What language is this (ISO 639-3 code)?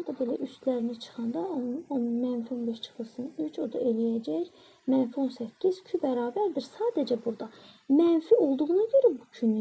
aze